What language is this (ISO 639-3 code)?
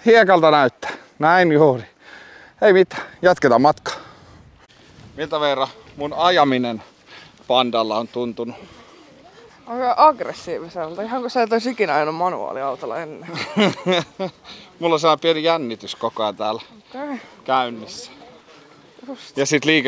fin